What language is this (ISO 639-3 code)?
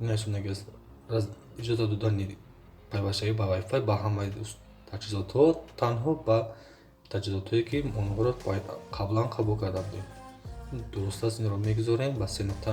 tgk